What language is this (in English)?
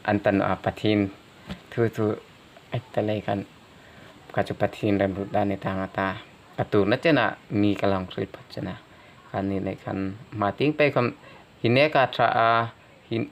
Hmar